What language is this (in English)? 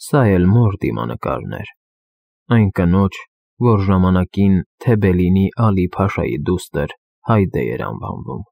Armenian